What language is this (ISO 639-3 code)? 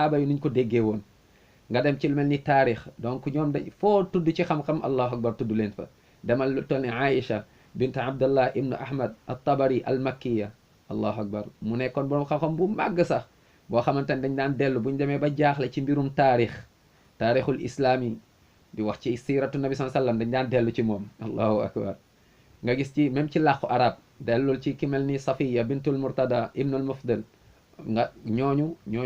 wol